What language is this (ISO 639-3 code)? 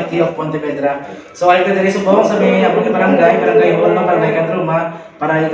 hil